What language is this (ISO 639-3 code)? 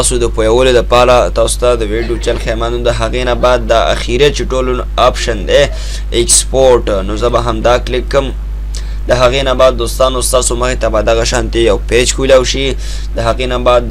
pus